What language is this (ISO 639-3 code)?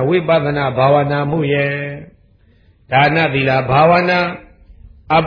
mya